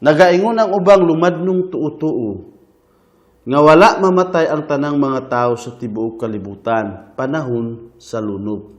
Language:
Cebuano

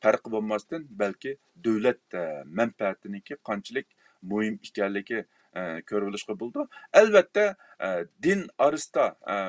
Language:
Uyghur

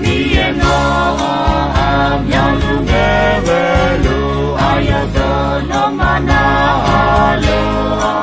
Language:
Akha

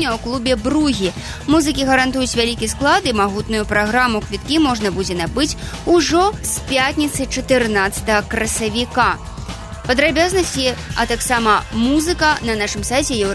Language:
Belarusian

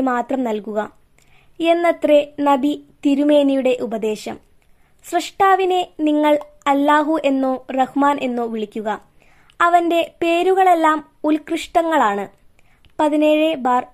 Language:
Malayalam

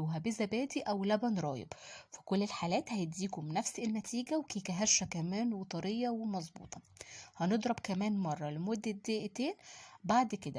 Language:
Egyptian Arabic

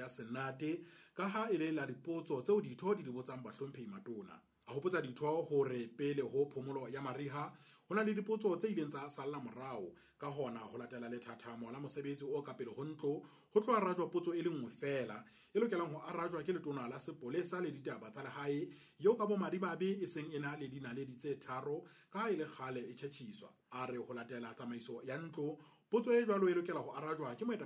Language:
Southern Sotho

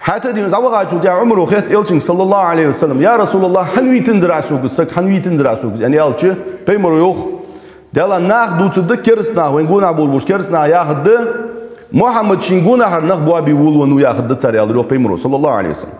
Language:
Ingush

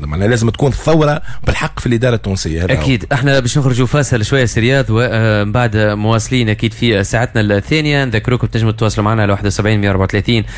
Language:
Tunisian Arabic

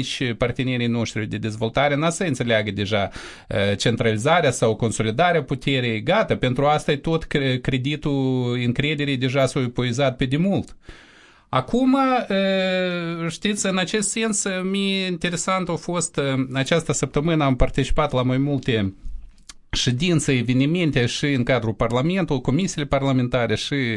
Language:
Romanian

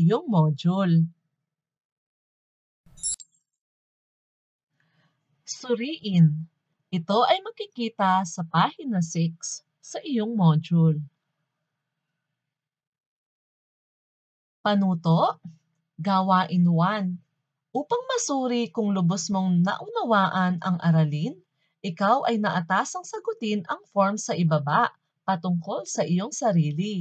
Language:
Filipino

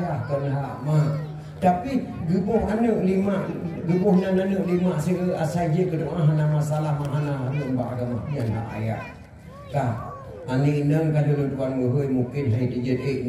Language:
Achinese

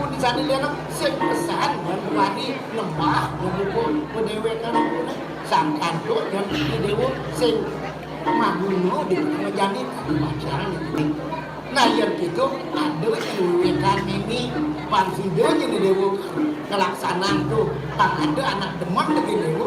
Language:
Balinese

